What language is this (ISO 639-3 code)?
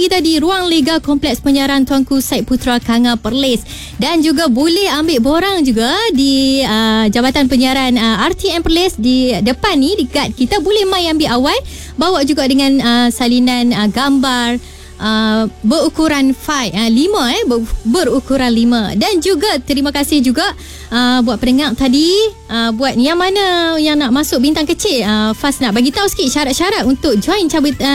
msa